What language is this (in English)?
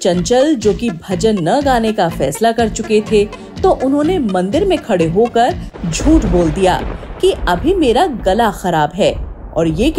Hindi